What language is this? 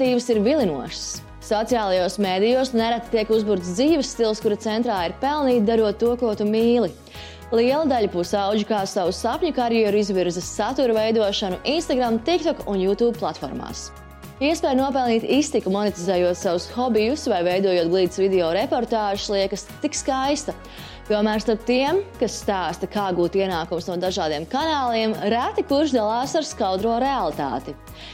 Latvian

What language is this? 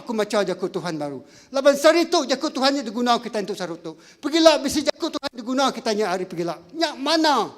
Iban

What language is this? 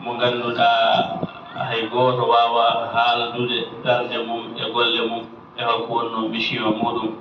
Fula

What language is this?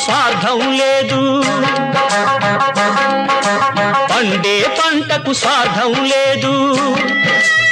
Telugu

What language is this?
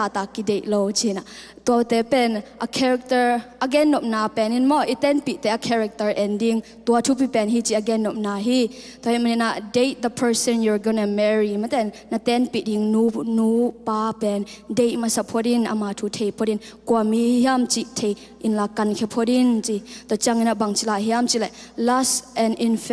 Tedim Chin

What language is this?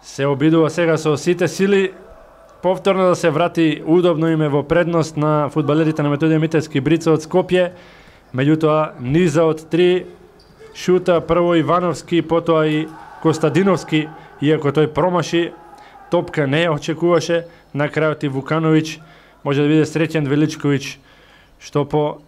Macedonian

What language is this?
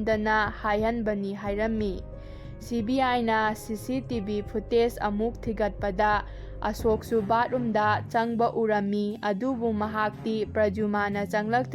Manipuri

